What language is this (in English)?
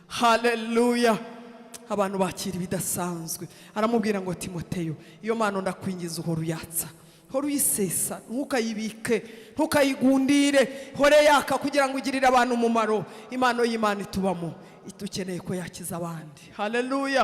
Kinyarwanda